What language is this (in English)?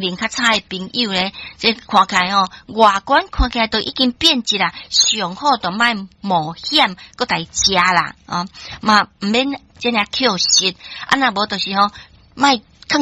Min Nan Chinese